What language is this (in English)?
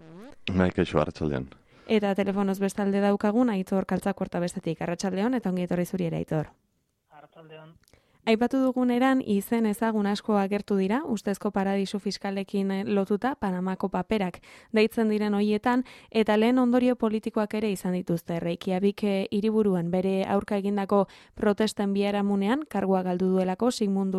Basque